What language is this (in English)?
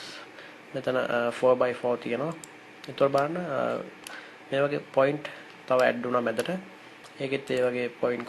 Sinhala